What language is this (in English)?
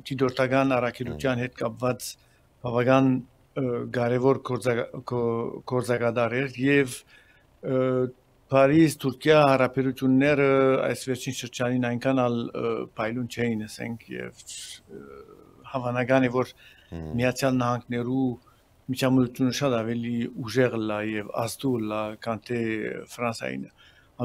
Armenian